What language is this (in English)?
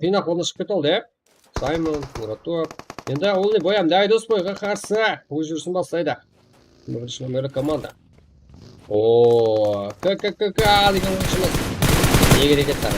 Kara-Kalpak